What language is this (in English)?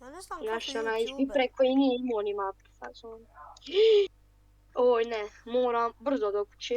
Bosnian